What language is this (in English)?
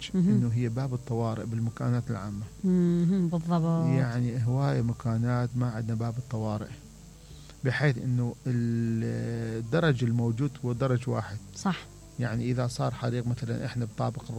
Mesopotamian Arabic